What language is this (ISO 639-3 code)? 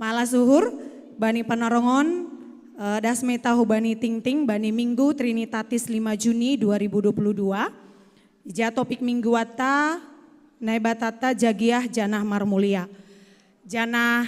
bts